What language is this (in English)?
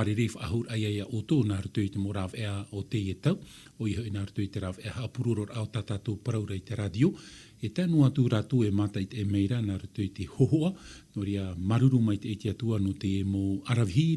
Tahitian